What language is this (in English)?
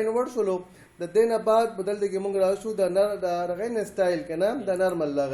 Pashto